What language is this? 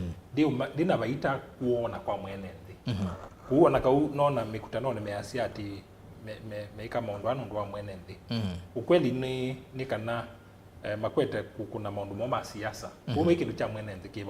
Kamba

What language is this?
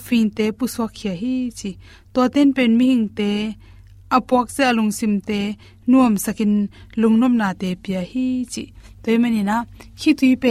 Tedim Chin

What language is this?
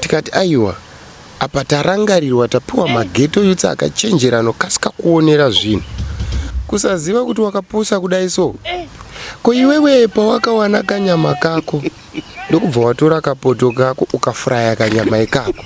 Shona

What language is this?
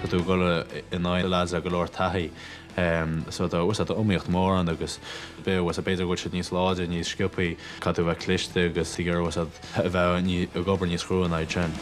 Irish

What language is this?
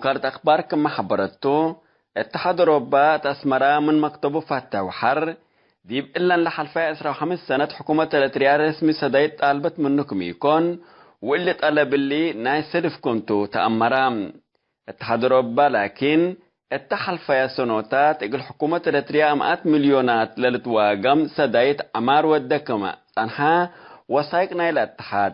Tigre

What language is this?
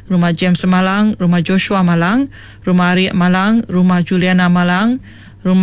Iban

